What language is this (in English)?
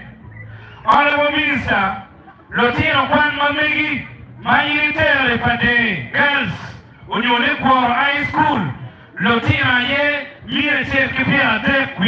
Acoli